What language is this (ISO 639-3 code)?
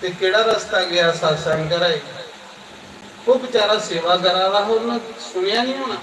doi